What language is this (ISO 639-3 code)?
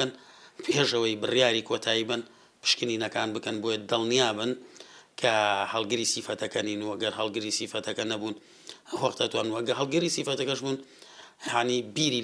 ckb